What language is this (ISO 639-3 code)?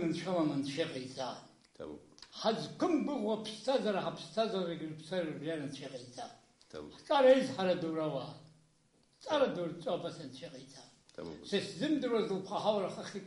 abk